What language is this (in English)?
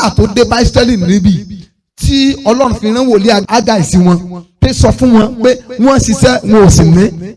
Yoruba